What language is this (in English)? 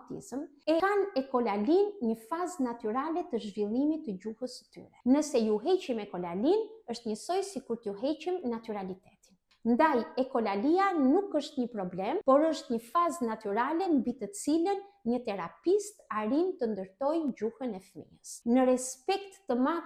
Albanian